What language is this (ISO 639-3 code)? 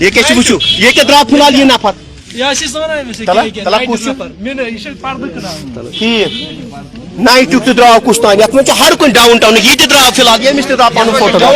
kas